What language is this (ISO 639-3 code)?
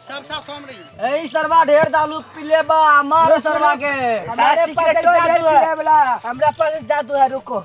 mai